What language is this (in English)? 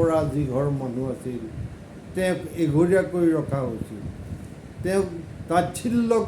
Assamese